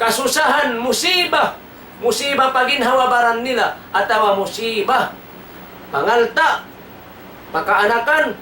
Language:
Tausug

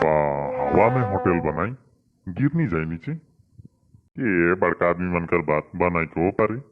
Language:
Sadri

